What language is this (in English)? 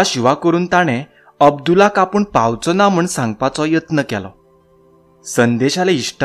Konkani